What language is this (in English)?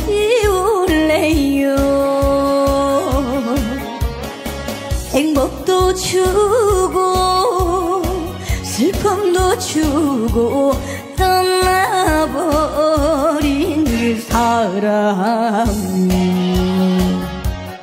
Korean